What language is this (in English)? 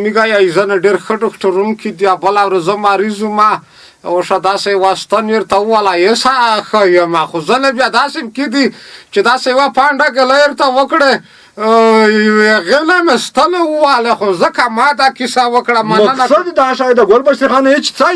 Pashto